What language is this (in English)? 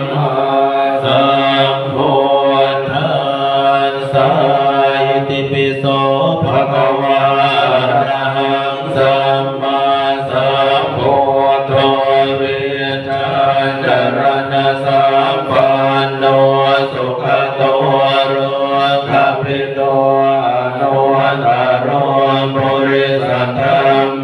Pali